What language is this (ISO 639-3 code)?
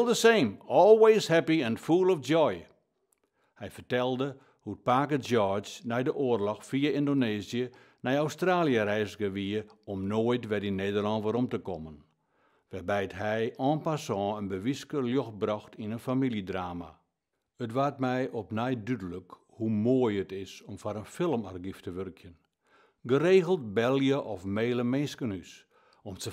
fry